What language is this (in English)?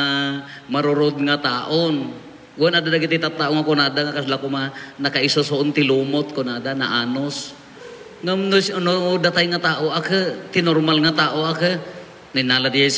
Iloko